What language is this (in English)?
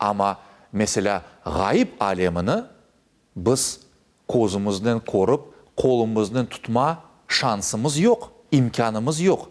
Crimean Tatar